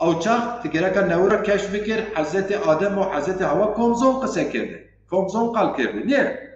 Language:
Zaza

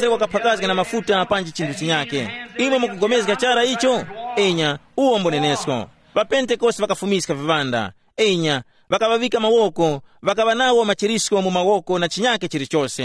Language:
Tumbuka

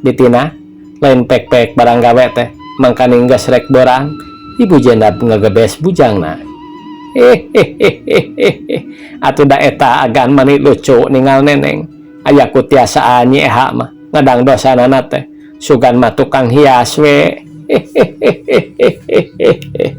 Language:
Sundanese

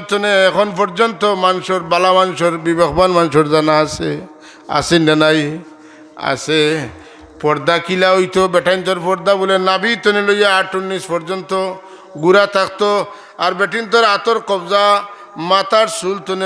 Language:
Sylheti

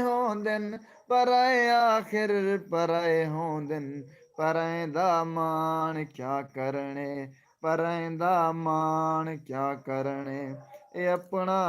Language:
Saraiki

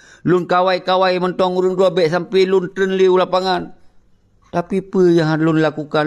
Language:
Achinese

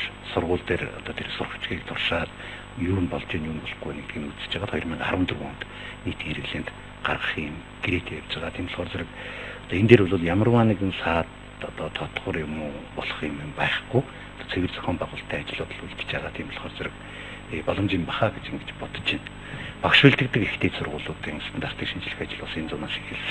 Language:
Mongolian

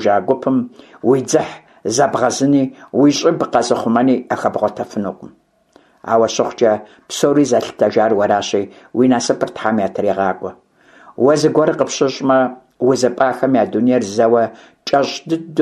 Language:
Kabardian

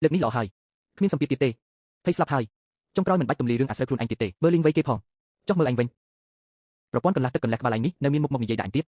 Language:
Khmer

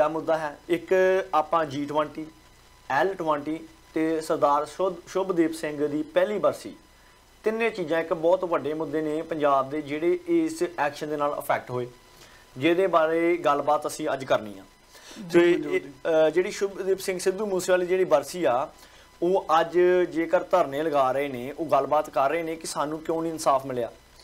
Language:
Punjabi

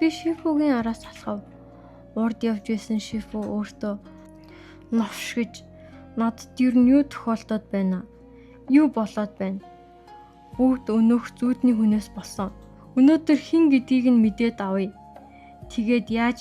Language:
Mongolian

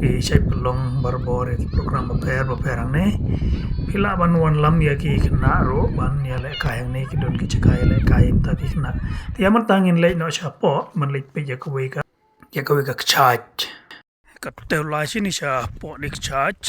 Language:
Khasi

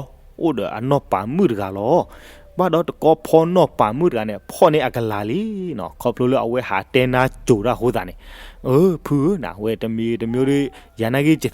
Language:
S'gaw Karen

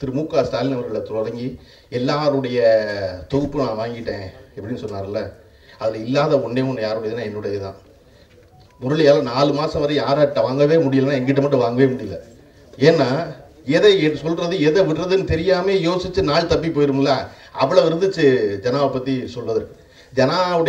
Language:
Tamil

